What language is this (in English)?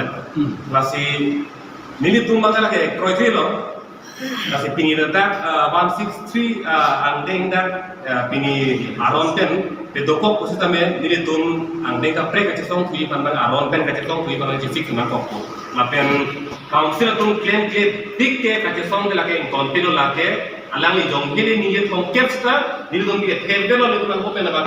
Karbi